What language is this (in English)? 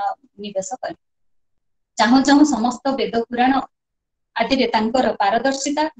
Odia